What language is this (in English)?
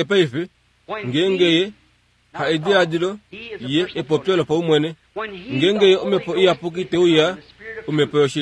Kuanyama